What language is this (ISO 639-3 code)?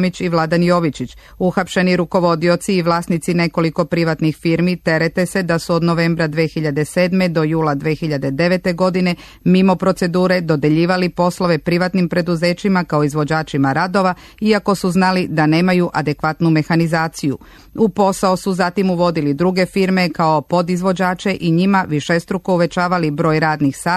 srp